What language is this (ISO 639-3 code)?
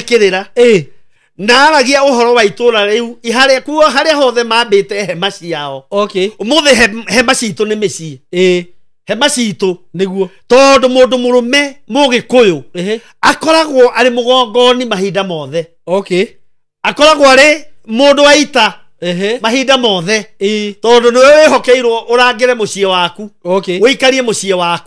kik